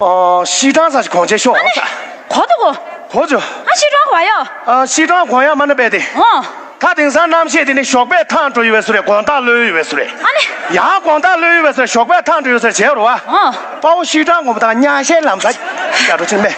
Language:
Tibetan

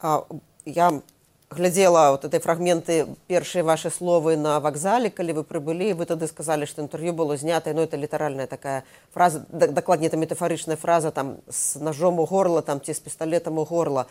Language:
Belarusian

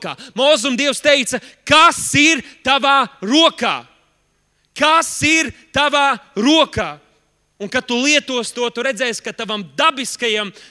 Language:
Latvian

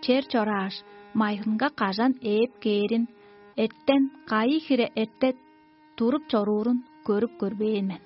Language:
Tuvinian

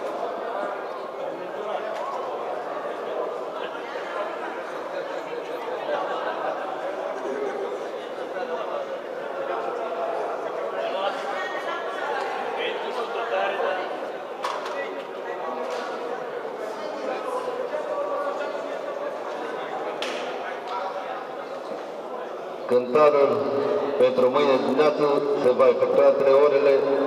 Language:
Romanian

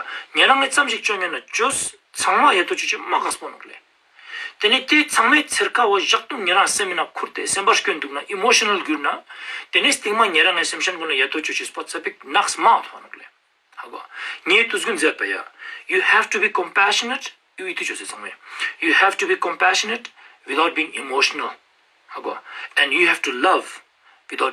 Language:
Ladakhi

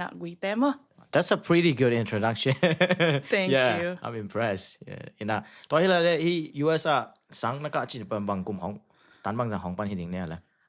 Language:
Tedim Chin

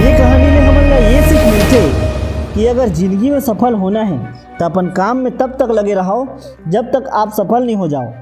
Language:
Chhattisgarhi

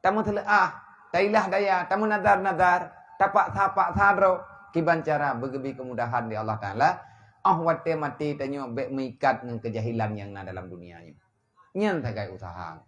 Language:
Achinese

